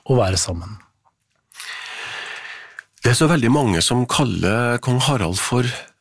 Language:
Norwegian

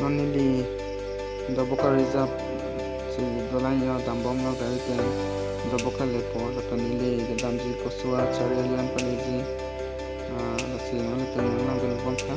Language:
Karbi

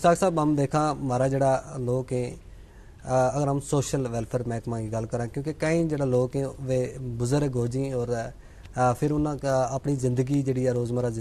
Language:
Gujari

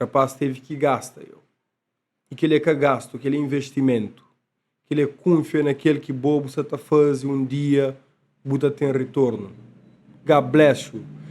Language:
Kabuverdianu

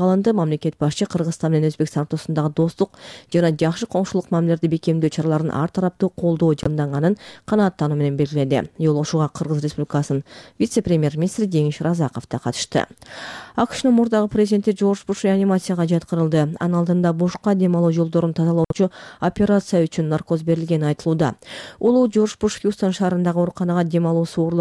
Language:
Kyrgyz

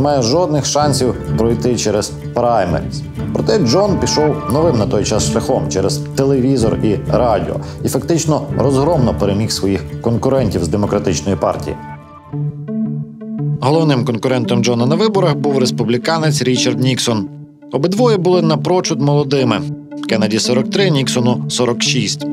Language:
Ukrainian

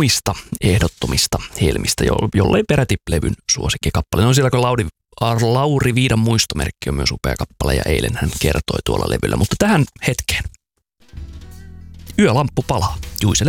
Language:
Finnish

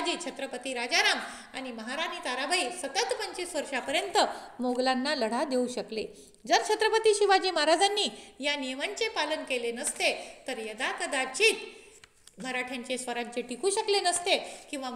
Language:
Marathi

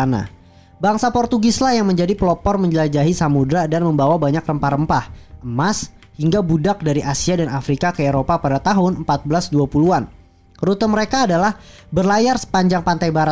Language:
Indonesian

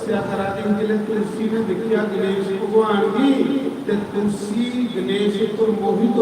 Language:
Dogri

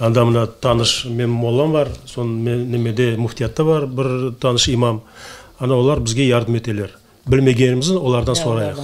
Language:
Crimean Tatar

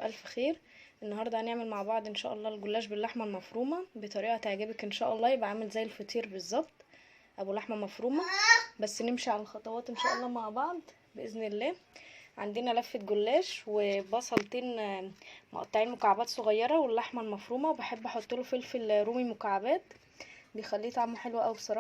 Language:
Egyptian Arabic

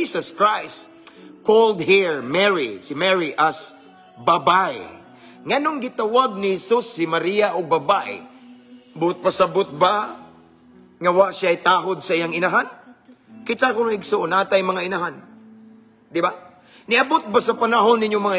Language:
Cebuano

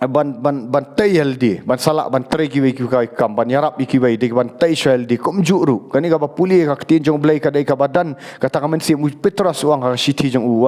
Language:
Khasi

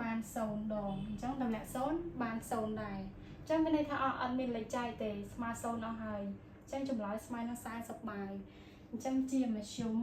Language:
Khmer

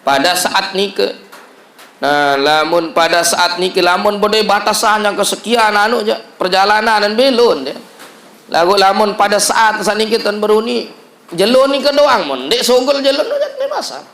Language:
Sasak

